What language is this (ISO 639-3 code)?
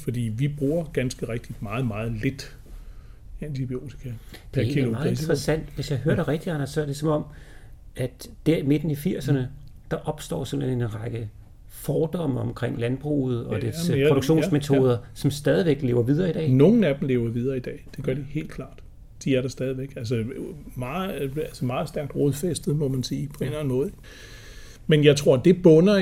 dan